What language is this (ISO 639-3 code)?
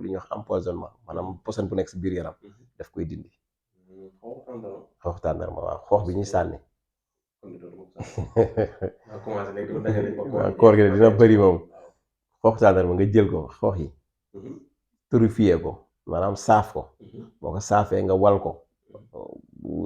wol